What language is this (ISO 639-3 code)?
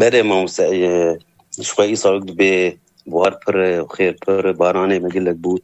kur